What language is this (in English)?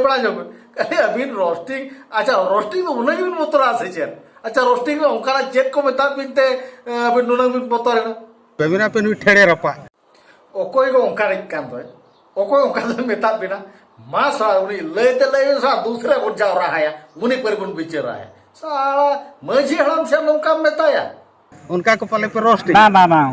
Santali